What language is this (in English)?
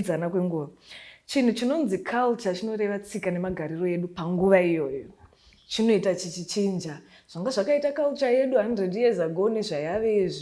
Shona